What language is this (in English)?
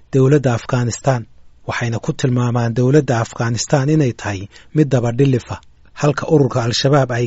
Somali